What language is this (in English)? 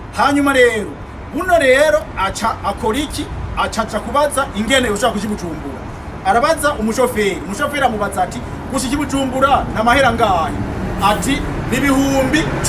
Rundi